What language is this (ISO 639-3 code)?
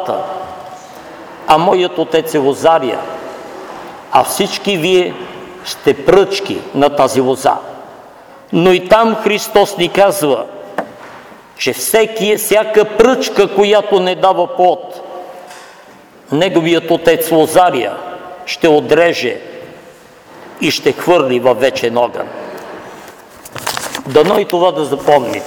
bul